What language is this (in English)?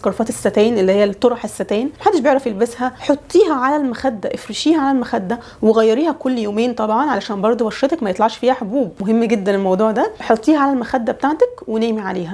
Egyptian Arabic